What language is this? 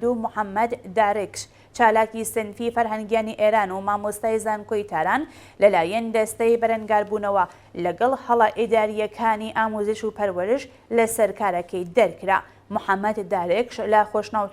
Central Kurdish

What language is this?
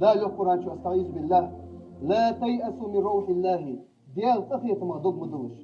Ingush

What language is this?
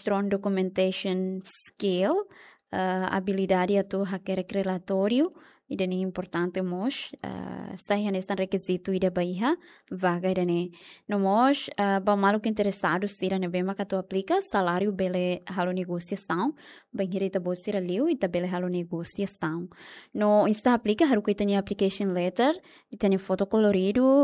Tetum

